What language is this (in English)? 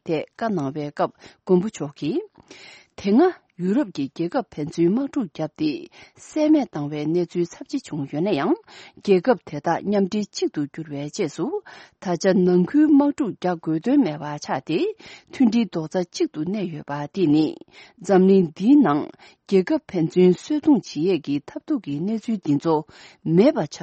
Tibetan